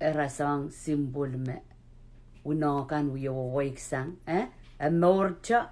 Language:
Pohnpeian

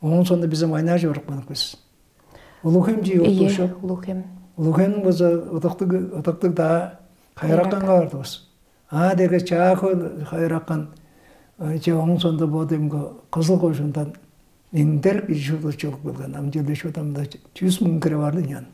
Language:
Tuvinian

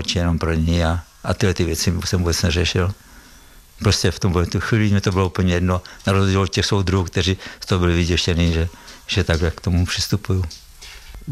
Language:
Czech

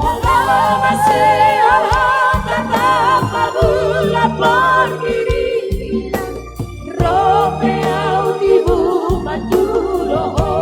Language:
Batak Toba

